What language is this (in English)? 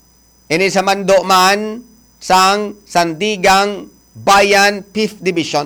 Hiligaynon